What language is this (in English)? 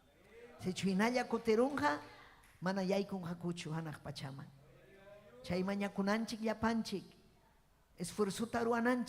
Ayacucho Quechua